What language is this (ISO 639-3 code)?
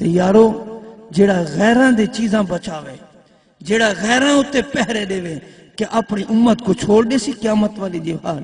skr